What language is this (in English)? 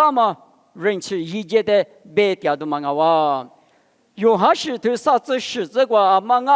Lisu